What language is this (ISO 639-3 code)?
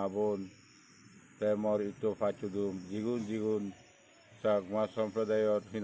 ccp